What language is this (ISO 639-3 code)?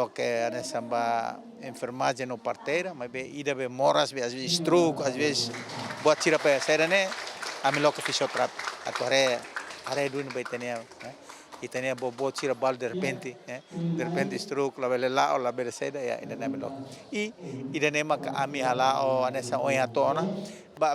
tet